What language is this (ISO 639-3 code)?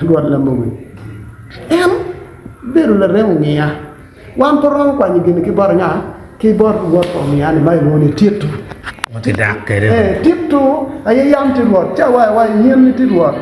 ach